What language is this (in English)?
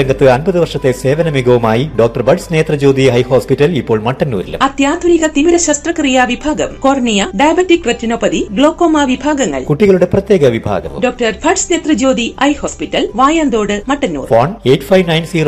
Malayalam